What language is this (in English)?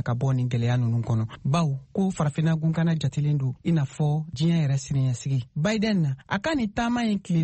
Bambara